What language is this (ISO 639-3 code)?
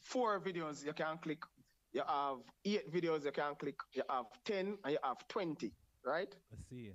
jam